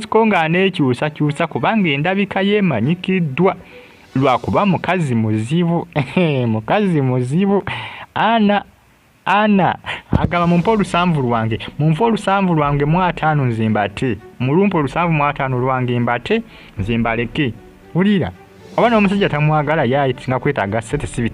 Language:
Ganda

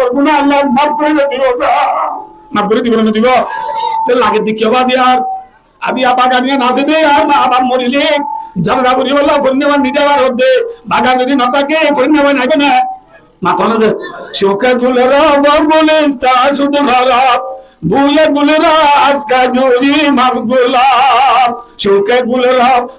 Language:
Rohingya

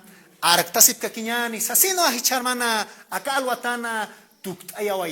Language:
Aymara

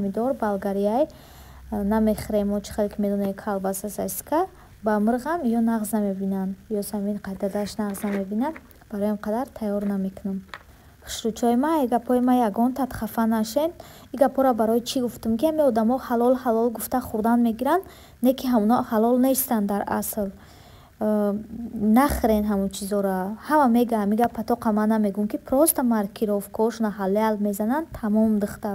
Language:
Tajik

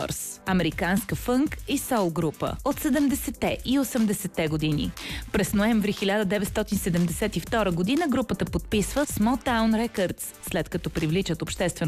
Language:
Bulgarian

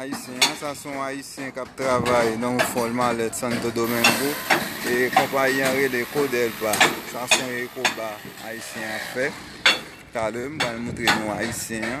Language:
Haitian Creole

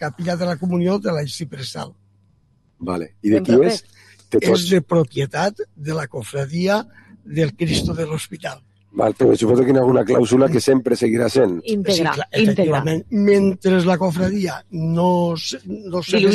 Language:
Catalan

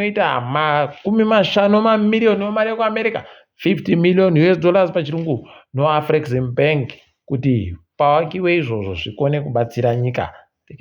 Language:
Ndau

